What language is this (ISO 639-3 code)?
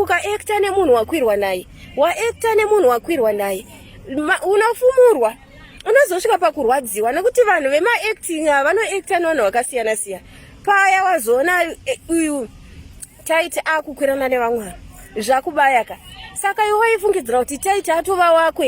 sna